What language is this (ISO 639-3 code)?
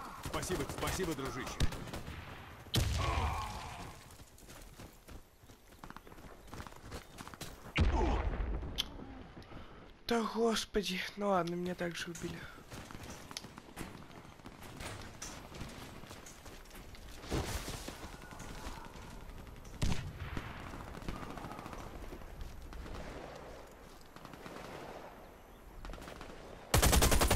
rus